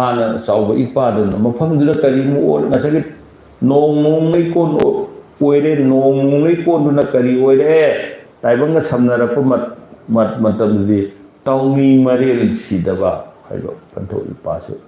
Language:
Manipuri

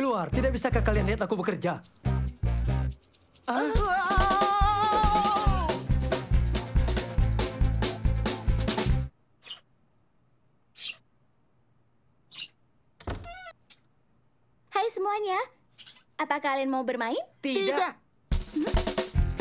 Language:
Indonesian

